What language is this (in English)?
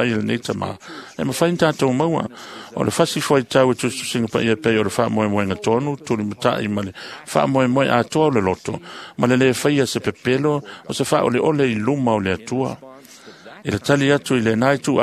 Samoan